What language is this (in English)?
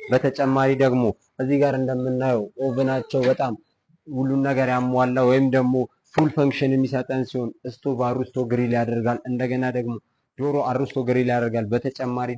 Amharic